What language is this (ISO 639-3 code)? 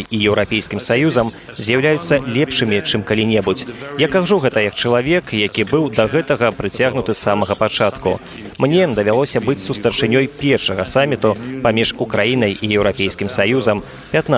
bel